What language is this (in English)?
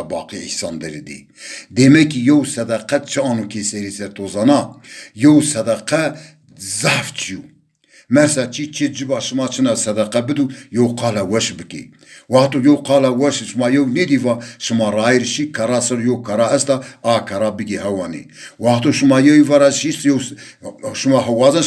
Zaza